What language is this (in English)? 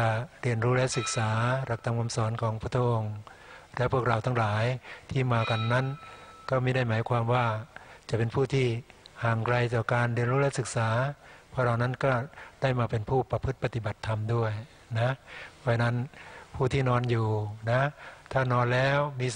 Thai